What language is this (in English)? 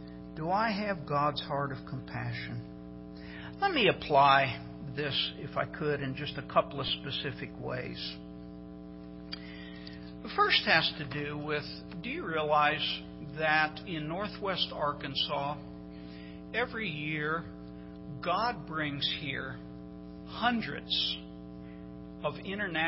English